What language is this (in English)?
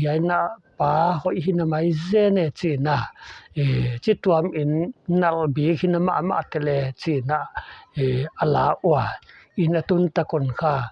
Paite Chin